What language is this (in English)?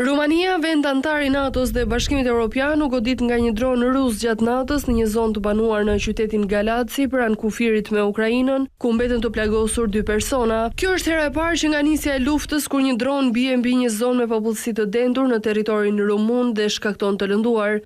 Albanian